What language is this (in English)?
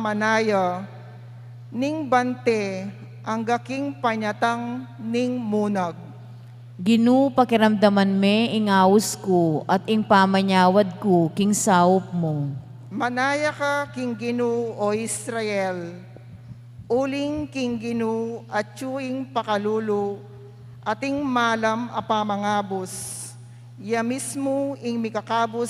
Pampanga